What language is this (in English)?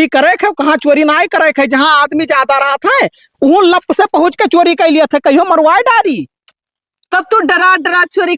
Awadhi